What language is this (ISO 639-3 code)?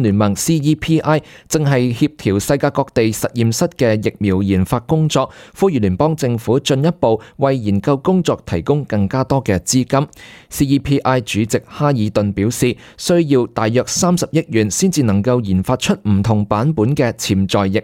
yue